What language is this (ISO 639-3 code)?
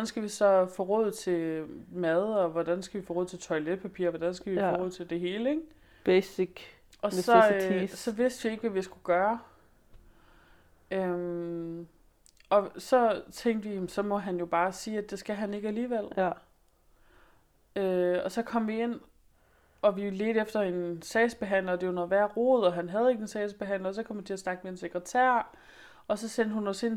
dan